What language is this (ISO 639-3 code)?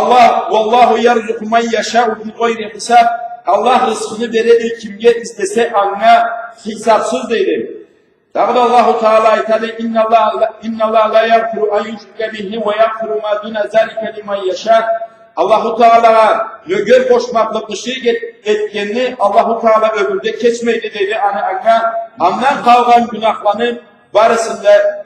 krc